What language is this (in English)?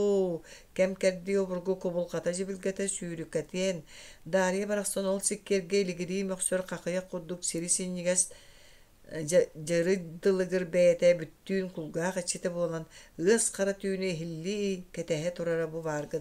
Yakut